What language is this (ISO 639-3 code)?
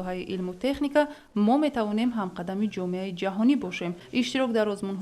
tgk